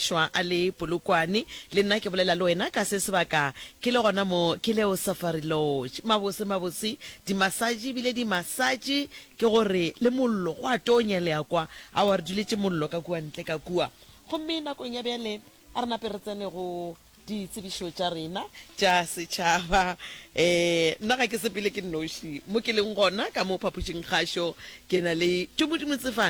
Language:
Northern Sotho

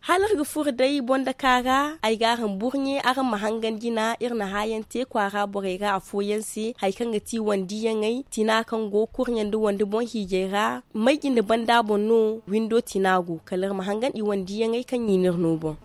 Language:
Zarma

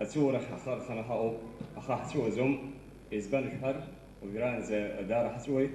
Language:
Abkhazian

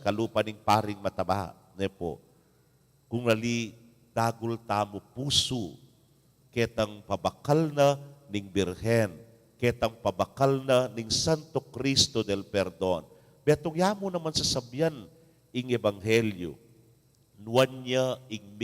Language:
Pampanga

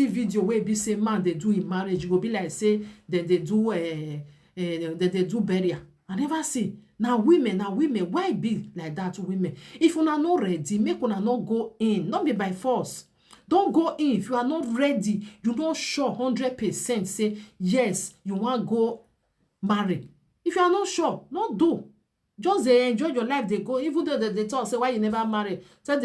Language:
Nigerian Pidgin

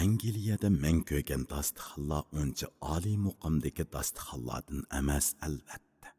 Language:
Uyghur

